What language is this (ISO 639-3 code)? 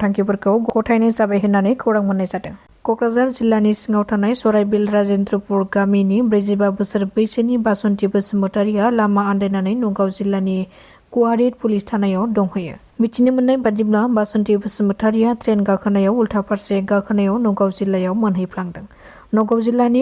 brx